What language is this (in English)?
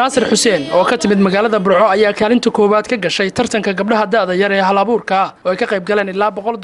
Somali